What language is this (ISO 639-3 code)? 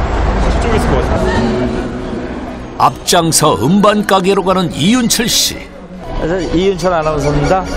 kor